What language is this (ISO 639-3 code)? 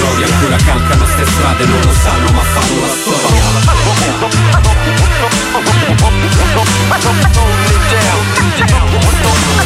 ita